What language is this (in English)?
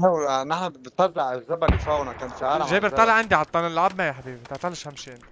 North Levantine Arabic